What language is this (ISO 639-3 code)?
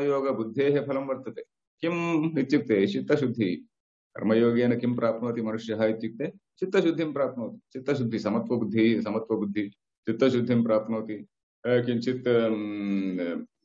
san